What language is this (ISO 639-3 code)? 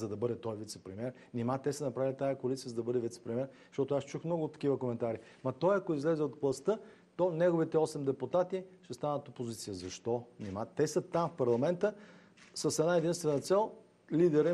bul